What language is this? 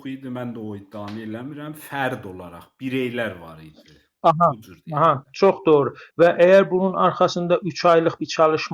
South Azerbaijani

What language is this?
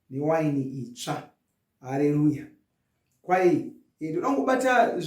Shona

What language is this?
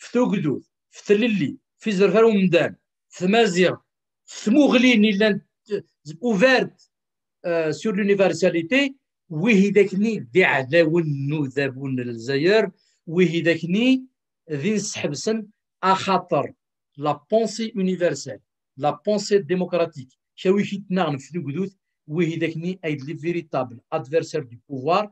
Kabyle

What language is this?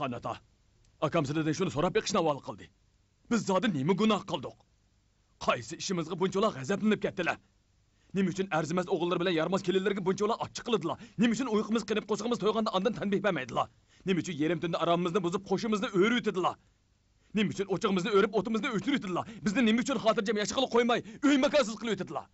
Uyghur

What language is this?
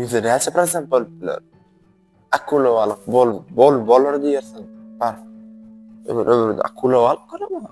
Turkmen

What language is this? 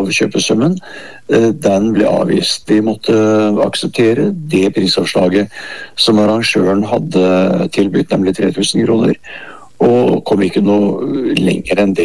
Norwegian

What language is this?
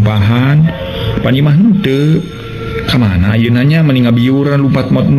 Sundanese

